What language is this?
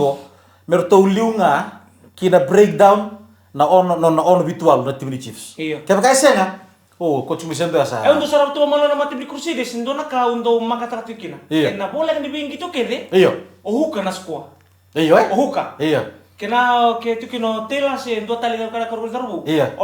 Fijian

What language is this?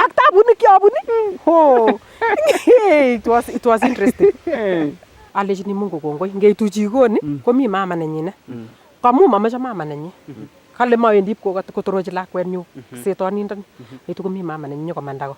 Nandi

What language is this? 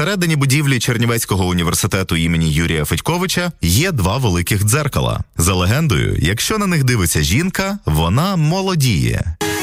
Ukrainian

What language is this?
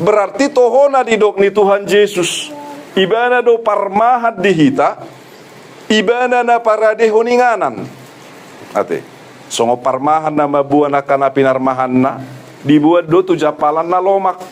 Batak Toba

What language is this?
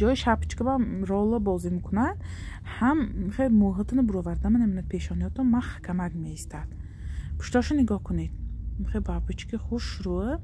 Tajik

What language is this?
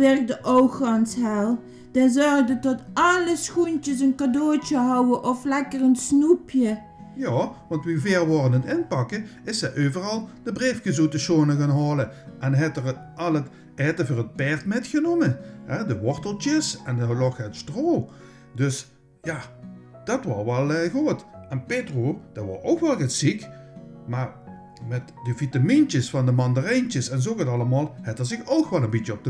Limburgish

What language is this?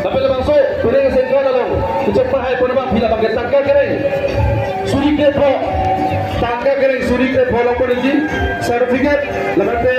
Karbi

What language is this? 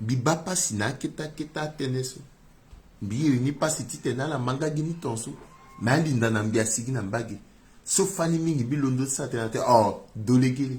Sango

